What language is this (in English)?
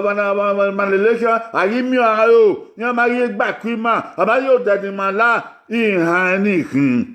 Bini